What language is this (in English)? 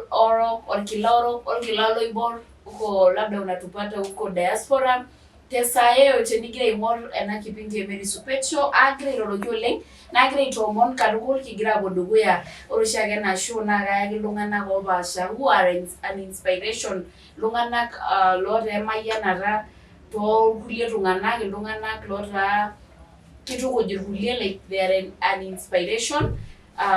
Masai